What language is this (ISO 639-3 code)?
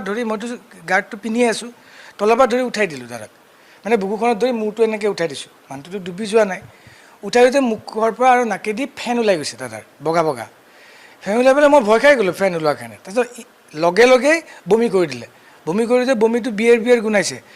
asm